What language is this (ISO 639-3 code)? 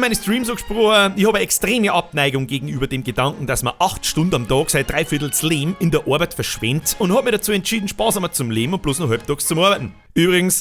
bar